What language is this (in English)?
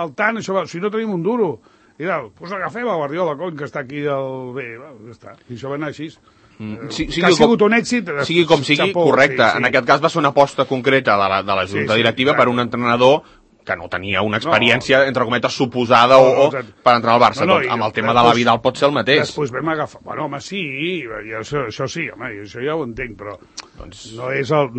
Catalan